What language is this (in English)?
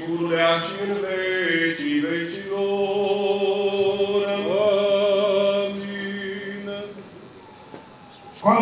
Romanian